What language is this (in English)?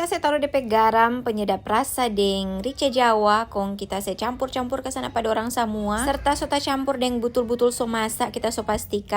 Manado Malay